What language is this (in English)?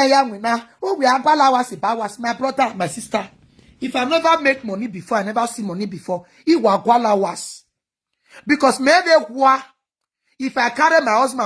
Nigerian Pidgin